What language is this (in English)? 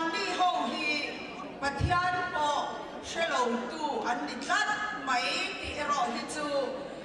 Mizo